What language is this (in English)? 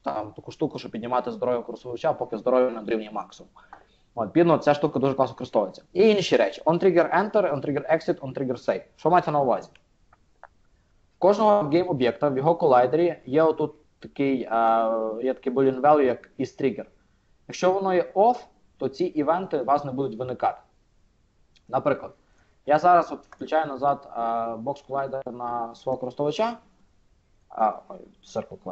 Ukrainian